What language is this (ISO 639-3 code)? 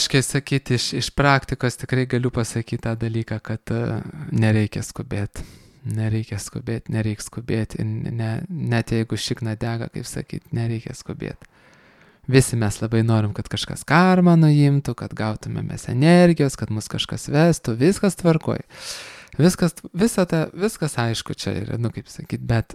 lit